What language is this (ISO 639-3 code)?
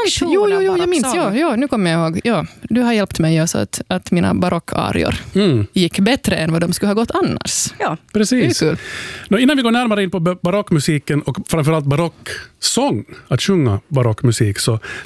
swe